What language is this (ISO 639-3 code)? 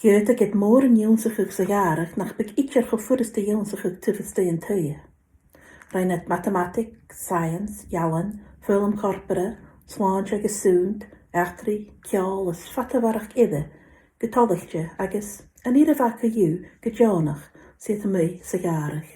gla